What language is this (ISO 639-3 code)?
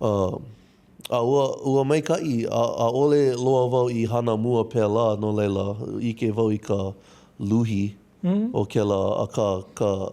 haw